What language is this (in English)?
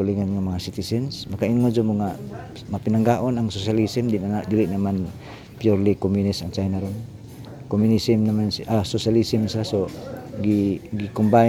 Cebuano